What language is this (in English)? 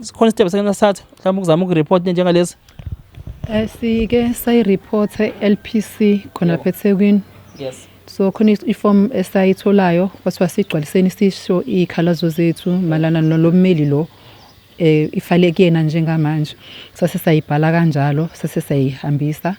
Zulu